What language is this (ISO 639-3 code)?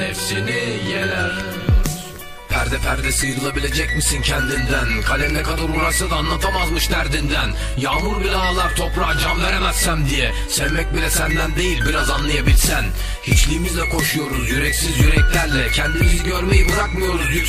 tur